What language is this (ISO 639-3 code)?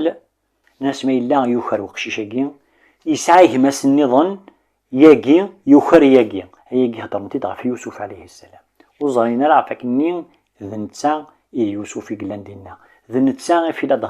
kab